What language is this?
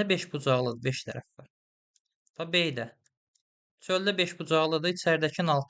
Azerbaijani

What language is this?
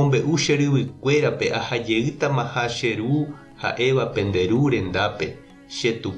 Guarani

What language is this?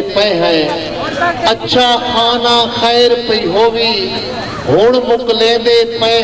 Saraiki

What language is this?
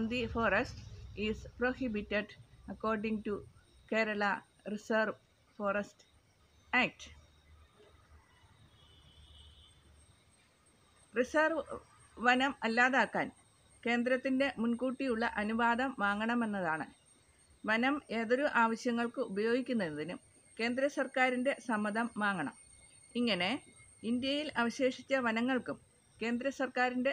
Malayalam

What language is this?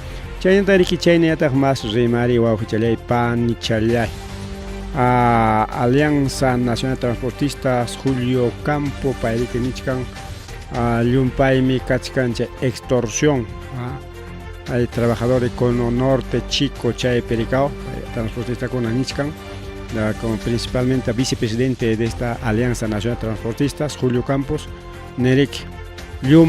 Ayacucho Quechua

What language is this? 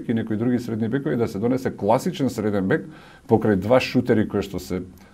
Macedonian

